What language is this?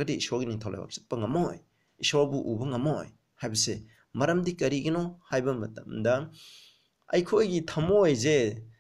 Manipuri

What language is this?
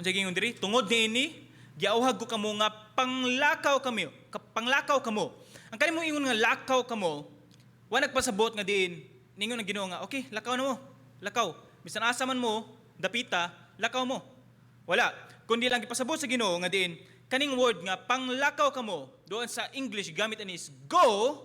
Cebuano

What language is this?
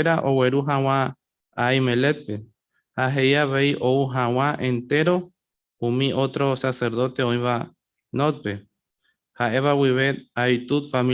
Guarani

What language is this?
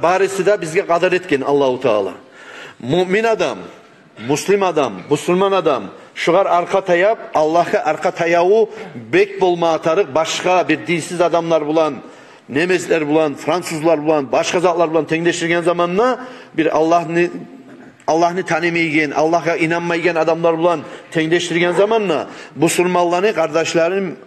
Kumyk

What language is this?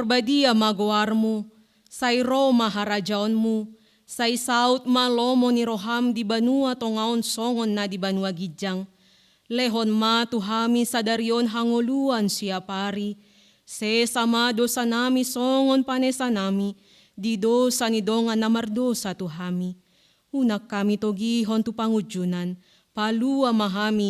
Batak Toba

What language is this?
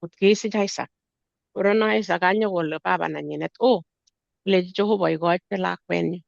Kalenjin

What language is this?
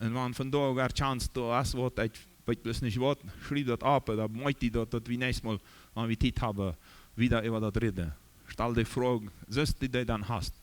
Plautdietsch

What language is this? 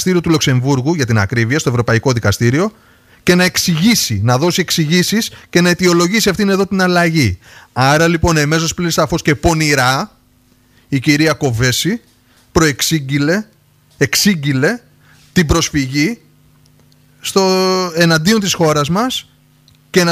Greek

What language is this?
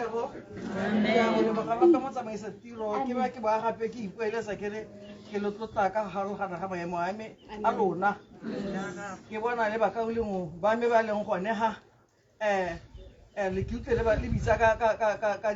Tswana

